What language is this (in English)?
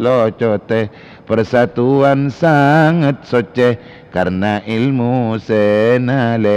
Madurese